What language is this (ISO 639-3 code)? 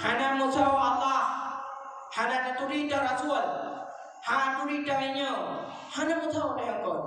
ace